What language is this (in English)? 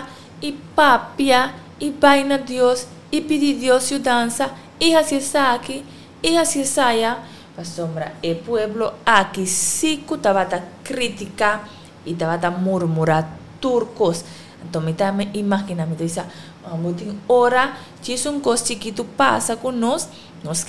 Papiamento